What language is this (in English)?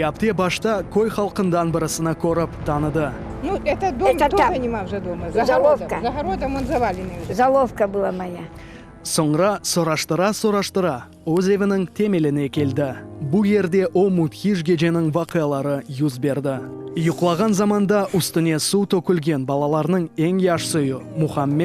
Crimean Tatar